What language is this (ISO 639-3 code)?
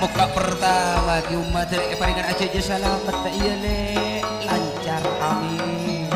mad